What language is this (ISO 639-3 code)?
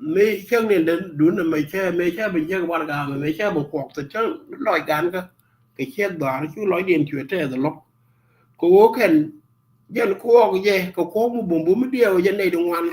nus